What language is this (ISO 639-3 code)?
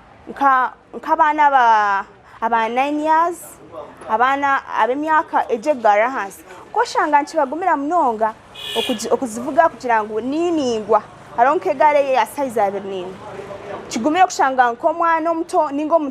nyn